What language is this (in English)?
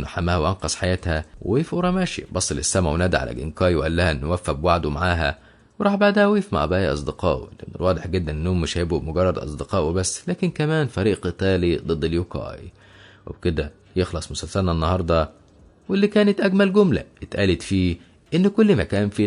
Egyptian Arabic